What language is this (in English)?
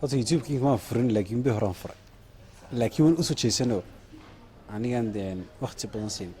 Somali